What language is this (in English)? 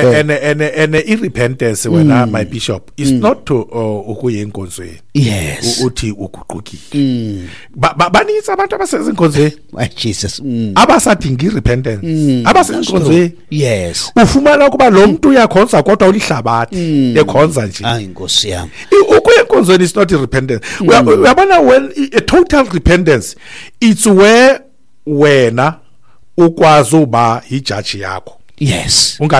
Xhosa